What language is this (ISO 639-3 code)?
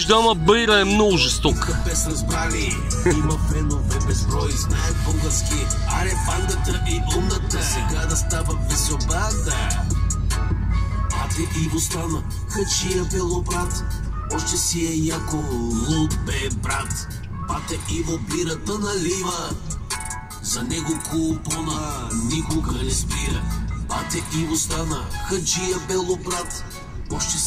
bul